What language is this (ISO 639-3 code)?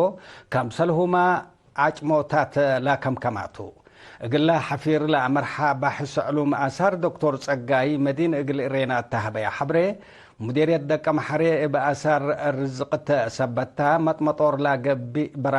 tig